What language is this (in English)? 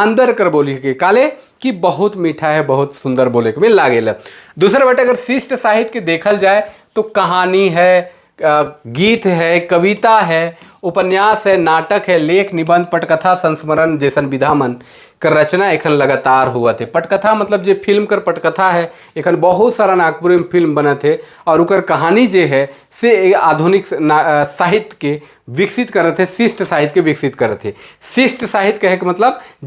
Sadri